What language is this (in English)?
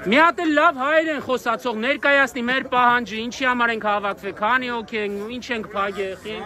Armenian